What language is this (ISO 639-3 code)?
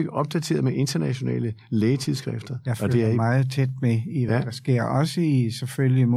dan